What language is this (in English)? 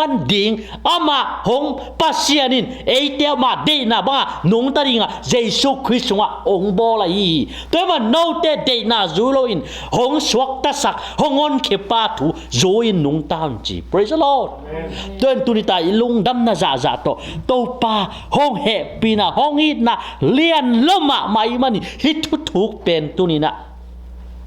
Tedim Chin